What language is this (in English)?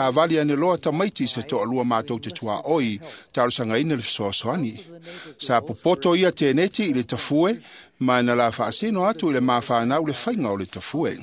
Samoan